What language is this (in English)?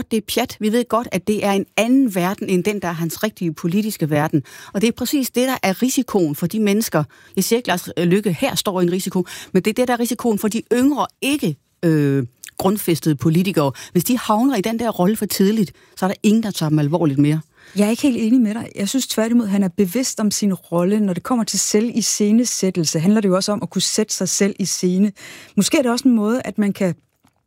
Danish